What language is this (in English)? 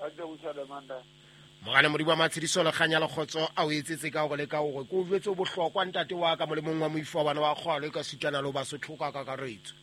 Southern Sotho